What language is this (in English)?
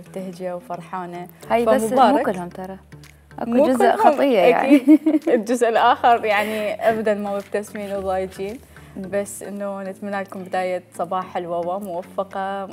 Mesopotamian Arabic